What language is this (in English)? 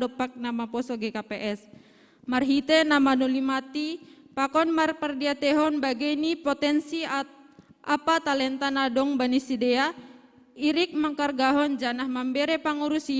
Batak Simalungun